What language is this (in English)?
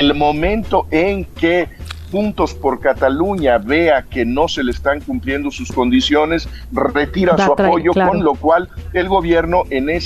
Spanish